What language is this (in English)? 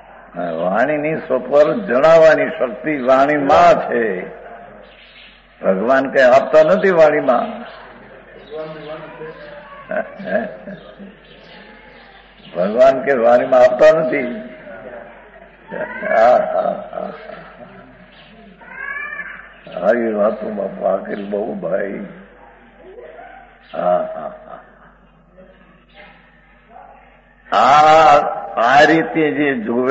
Gujarati